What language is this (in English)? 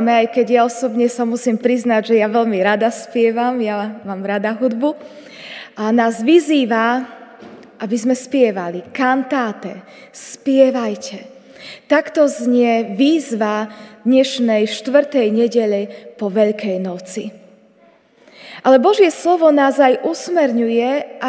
Slovak